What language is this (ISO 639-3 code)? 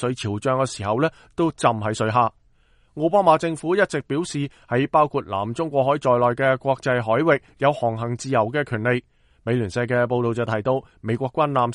yue